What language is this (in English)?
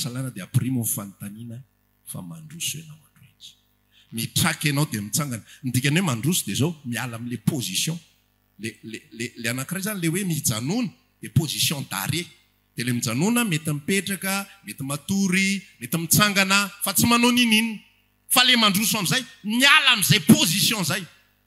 Malagasy